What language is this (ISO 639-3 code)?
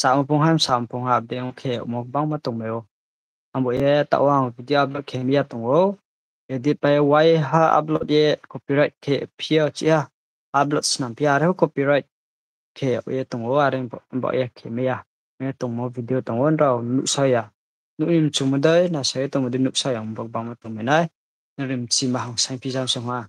ria